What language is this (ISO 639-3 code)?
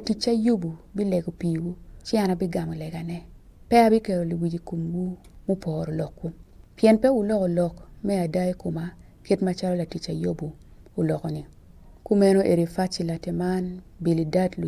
ach